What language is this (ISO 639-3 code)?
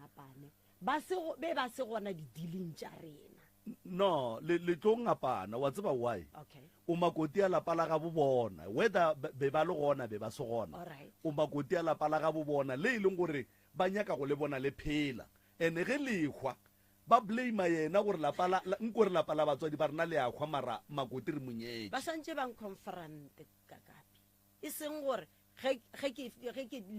nso